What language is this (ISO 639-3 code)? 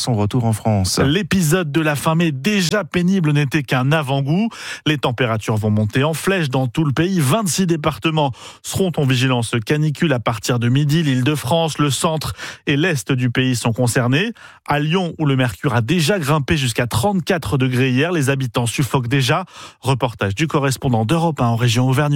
fra